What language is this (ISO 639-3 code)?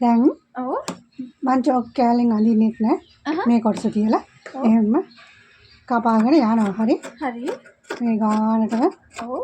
sin